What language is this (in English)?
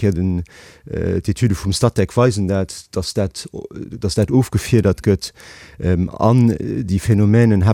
Luxembourgish